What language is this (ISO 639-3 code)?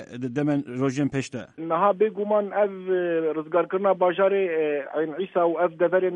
kur